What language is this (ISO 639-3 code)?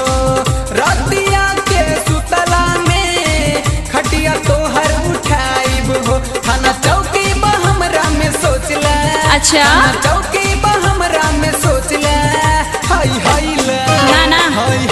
bho